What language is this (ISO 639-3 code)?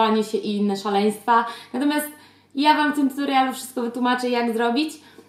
pol